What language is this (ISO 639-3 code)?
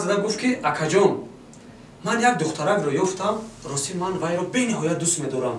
tgk